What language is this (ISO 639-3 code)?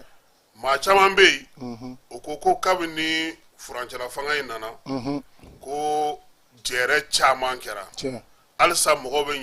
bam